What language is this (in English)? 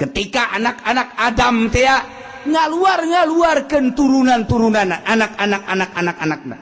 Sundanese